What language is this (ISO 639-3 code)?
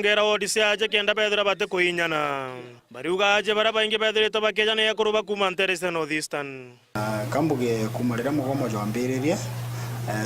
mer